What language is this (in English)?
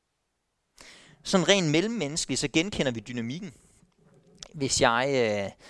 Danish